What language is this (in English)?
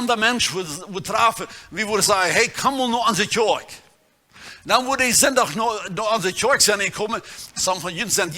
Plautdietsch